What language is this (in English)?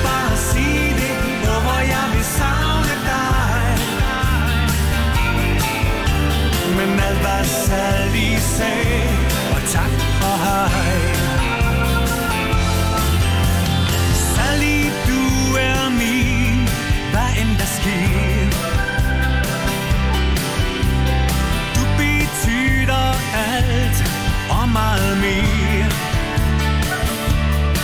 Danish